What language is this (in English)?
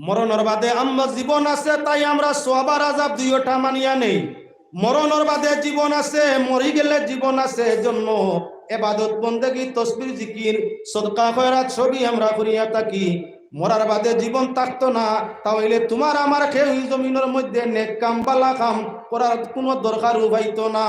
Sylheti